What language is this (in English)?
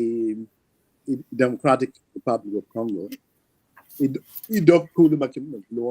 Acoli